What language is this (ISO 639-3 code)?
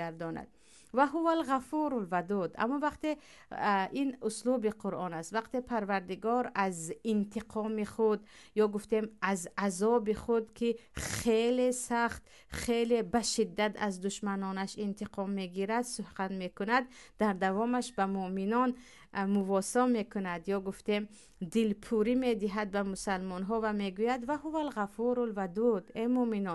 tgk